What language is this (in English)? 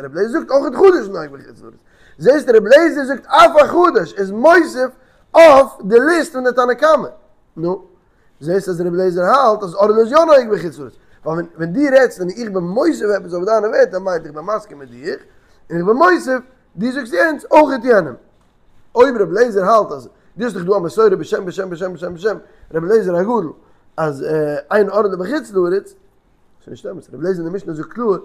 Yiddish